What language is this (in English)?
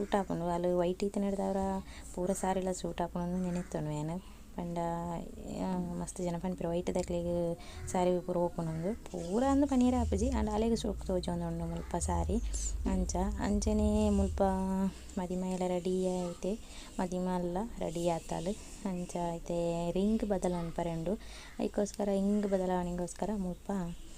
Tulu